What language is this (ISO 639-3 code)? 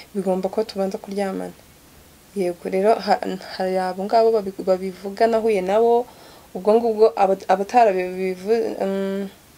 kin